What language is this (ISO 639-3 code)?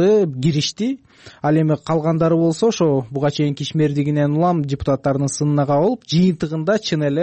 kir